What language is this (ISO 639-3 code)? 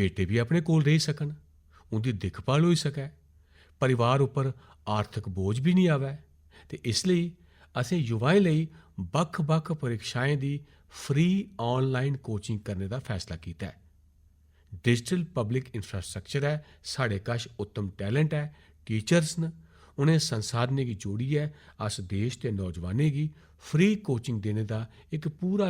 doi